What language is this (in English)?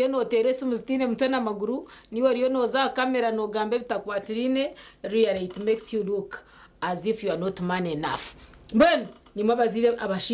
Nyankole